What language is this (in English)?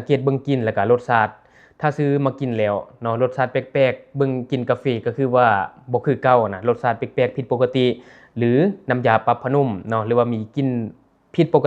Lao